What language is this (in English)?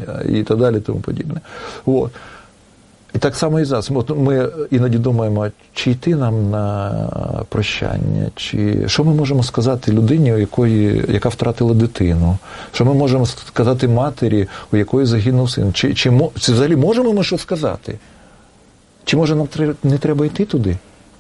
Ukrainian